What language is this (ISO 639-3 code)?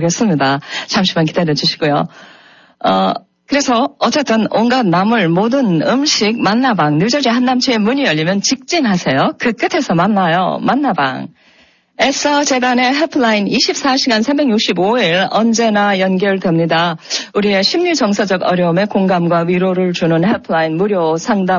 kor